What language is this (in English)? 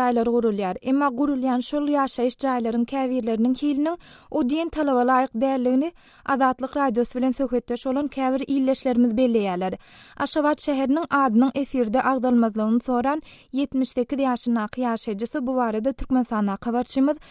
Turkmen